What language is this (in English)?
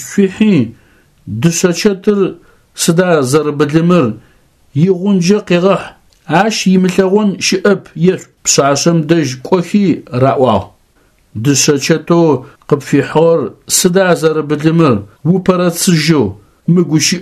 Adyghe